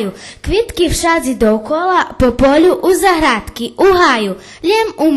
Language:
Rusyn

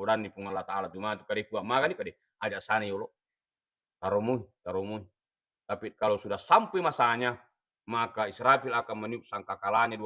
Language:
Buginese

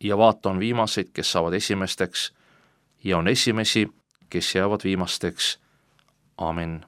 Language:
Estonian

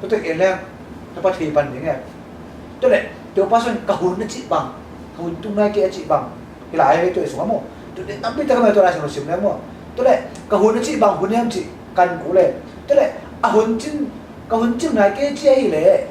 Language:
Tedim Chin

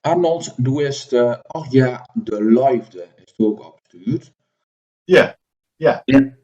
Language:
Gronings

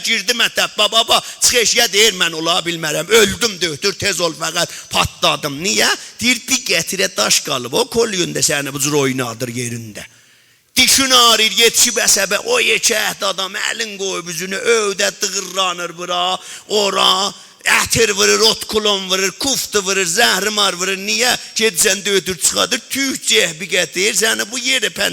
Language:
South Azerbaijani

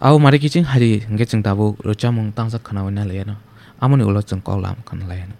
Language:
Kok Borok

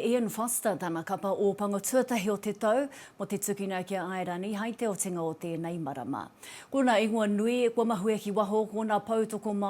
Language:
Māori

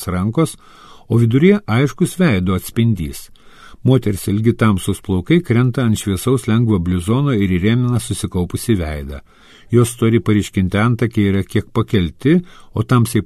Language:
Lithuanian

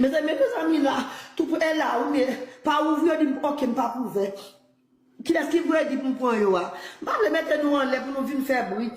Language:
Haitian Creole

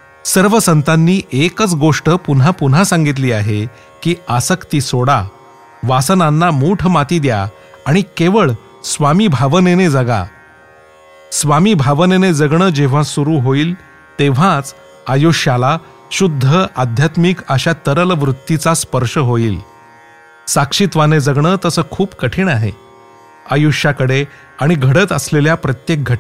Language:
Marathi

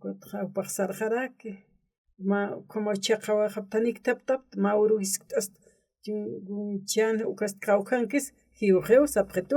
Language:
Aymara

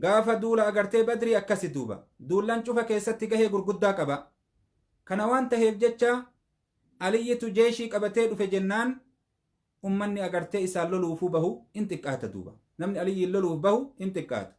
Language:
Oromo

